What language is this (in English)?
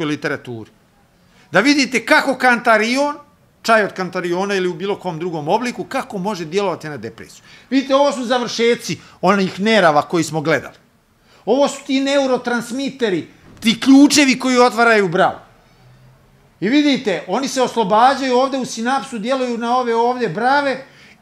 Serbian